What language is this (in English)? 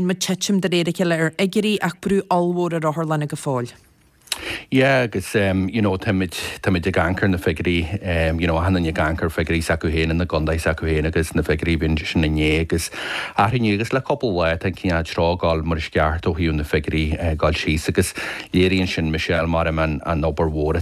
Irish